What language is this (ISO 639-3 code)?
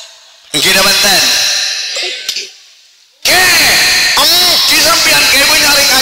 mad